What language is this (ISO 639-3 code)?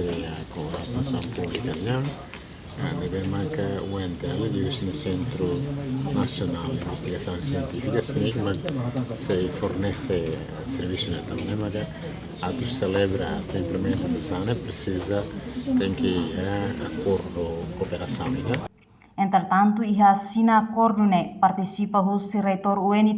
tet